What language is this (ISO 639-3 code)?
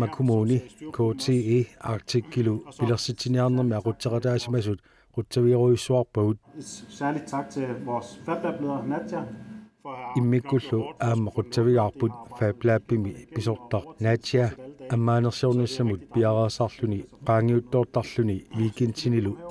kal